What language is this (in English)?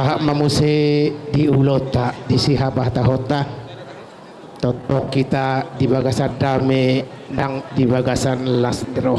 Batak Toba